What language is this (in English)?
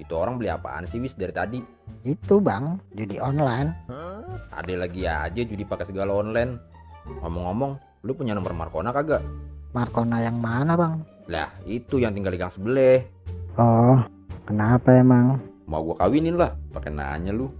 Betawi